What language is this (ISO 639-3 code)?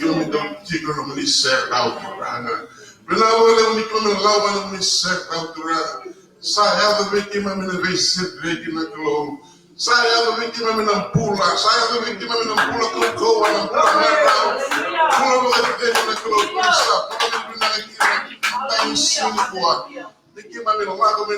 fij